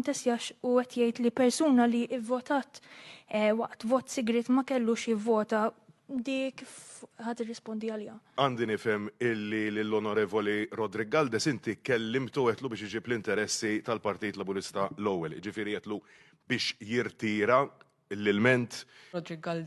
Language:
Maltese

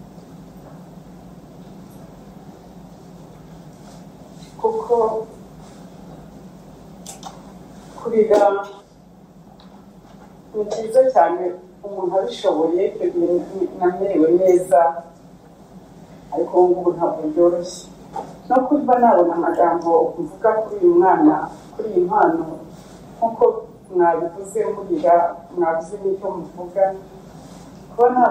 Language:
Kinyarwanda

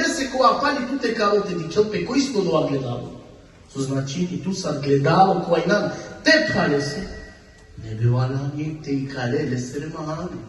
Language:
Balkan Romani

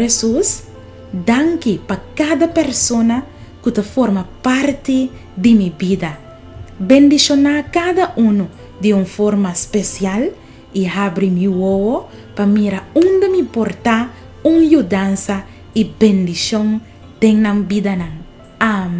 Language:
Papiamento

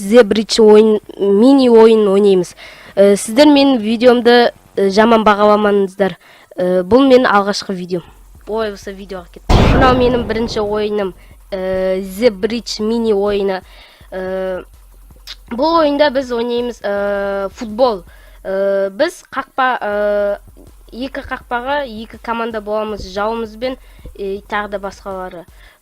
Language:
Kazakh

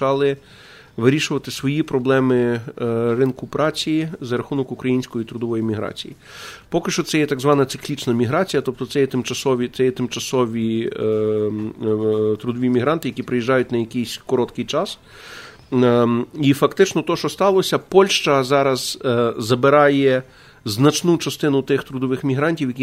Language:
Ukrainian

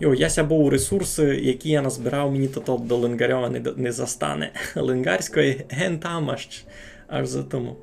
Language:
Rusyn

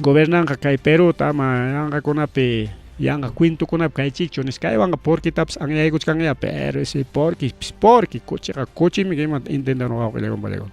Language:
Ayacucho Quechua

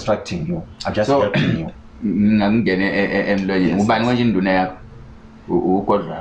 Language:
Zulu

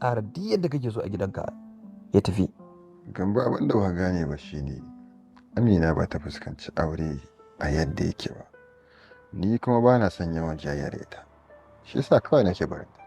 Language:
Hausa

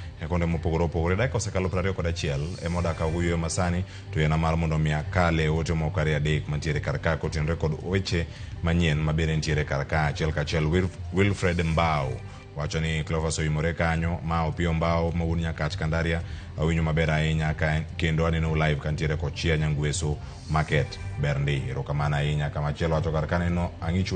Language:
Luo (Kenya and Tanzania)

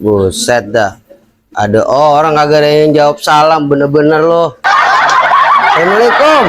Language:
Betawi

